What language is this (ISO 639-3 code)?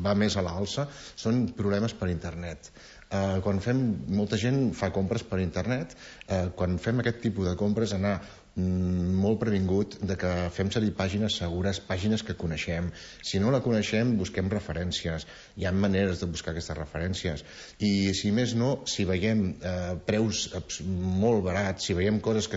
cat